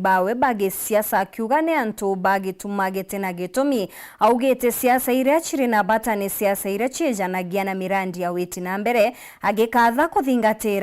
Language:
Meru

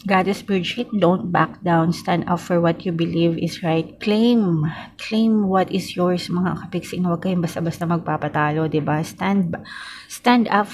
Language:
Filipino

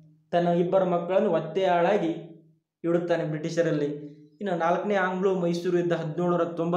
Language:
Kannada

